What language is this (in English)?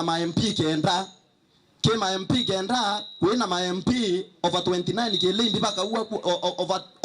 Meru